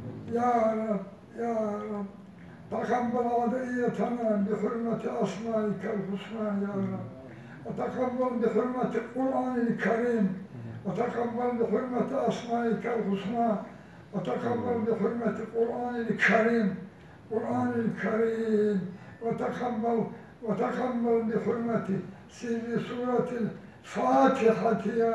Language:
Kumyk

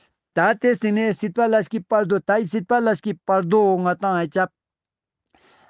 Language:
Ladakhi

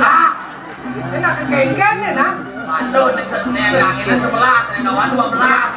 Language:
Balinese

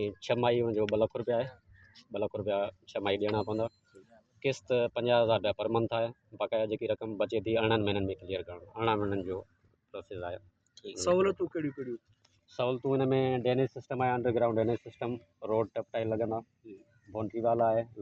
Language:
Sindhi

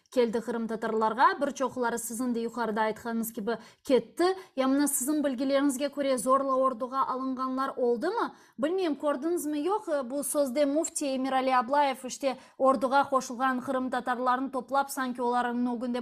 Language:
Crimean Tatar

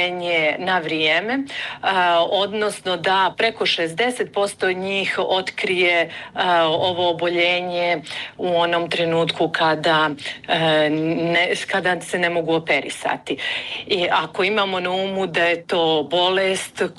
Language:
Bosnian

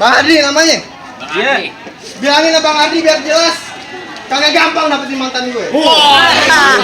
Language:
Betawi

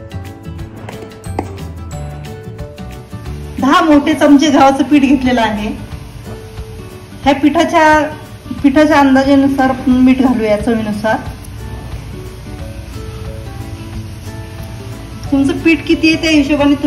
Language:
Marathi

